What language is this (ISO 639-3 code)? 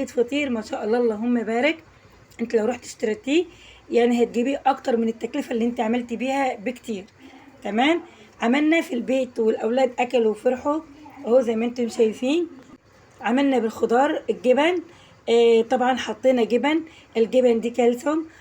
arz